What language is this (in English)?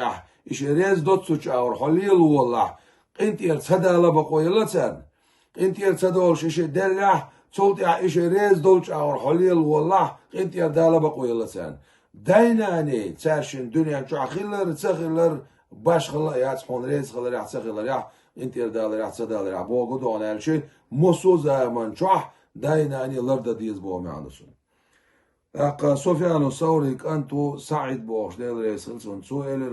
Chechen